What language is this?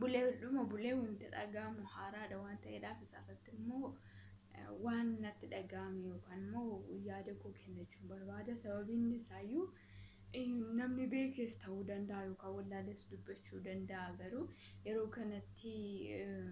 Oromo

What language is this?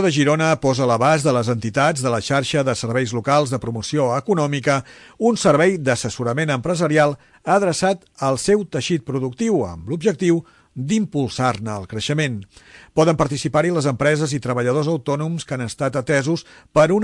Catalan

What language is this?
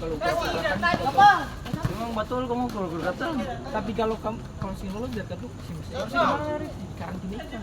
Ambonese Malay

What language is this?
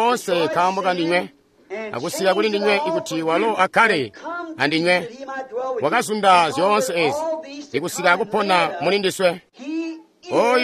Tonga (Zambia)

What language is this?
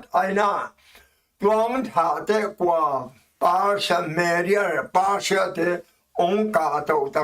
Tedim Chin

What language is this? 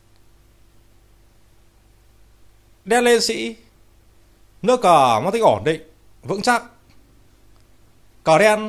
Vietnamese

